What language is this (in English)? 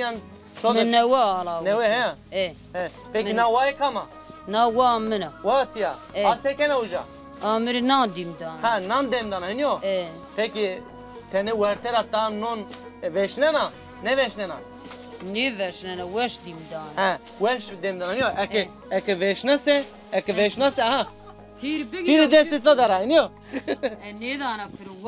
Zaza